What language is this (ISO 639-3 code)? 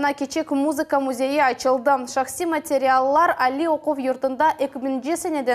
crh